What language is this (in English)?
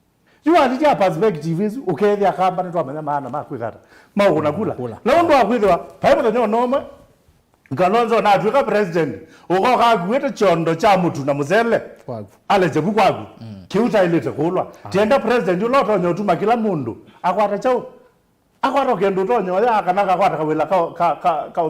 Kamba